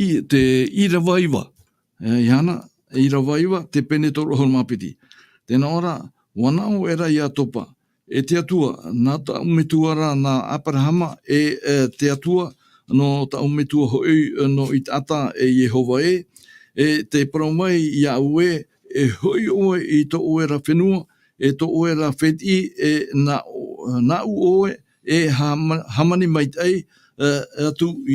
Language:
Tahitian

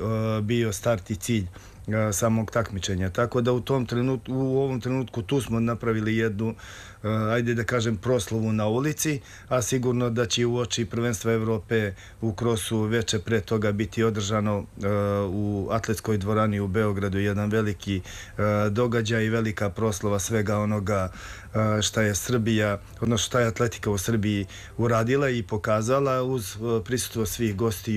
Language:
Serbian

